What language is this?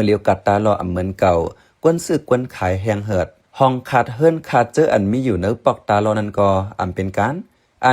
Shan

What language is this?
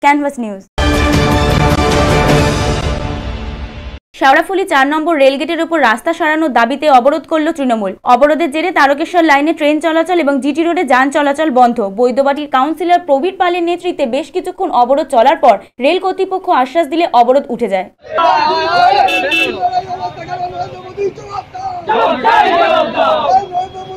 Bangla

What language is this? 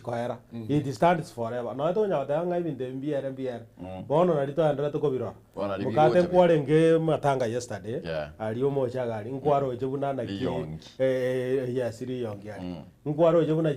Gusii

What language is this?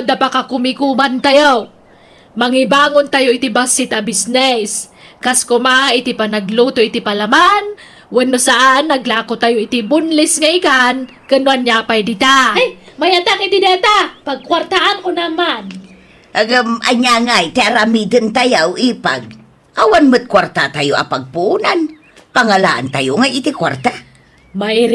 Iloko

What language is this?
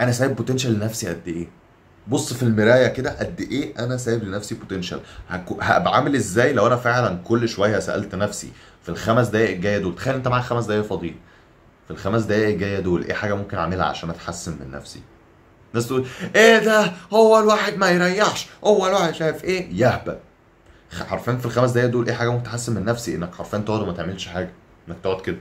Egyptian Arabic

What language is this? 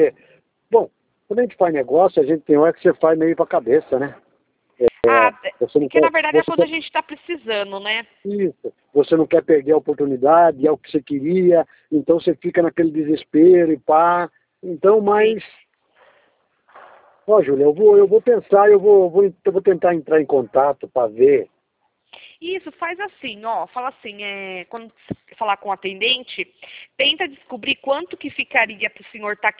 Portuguese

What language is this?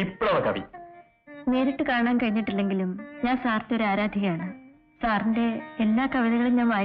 Malayalam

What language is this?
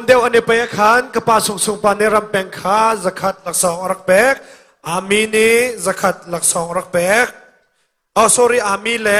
Hakha Chin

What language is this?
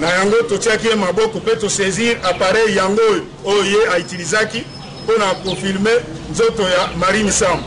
Lingala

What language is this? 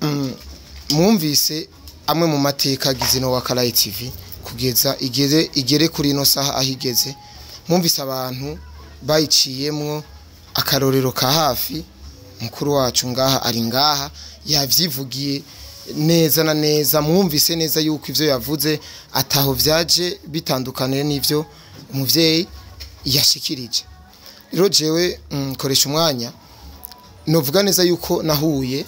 Rundi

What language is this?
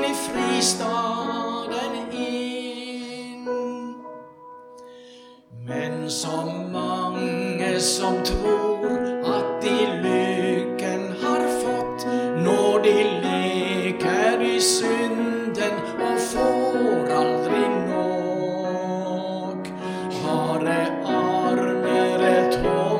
Norwegian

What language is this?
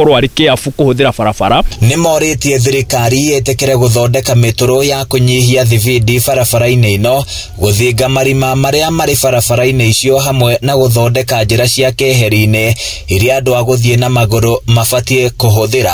Kikuyu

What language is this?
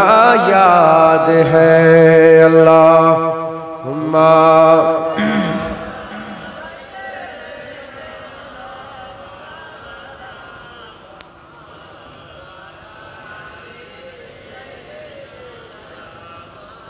Bangla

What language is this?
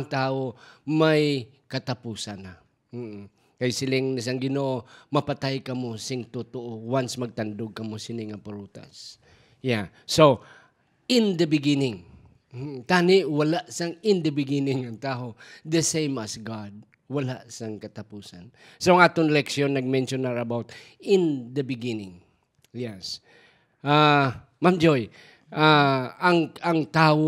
Hiligaynon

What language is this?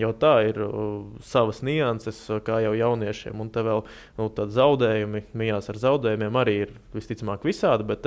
Latvian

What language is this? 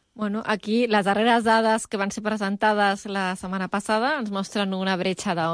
Catalan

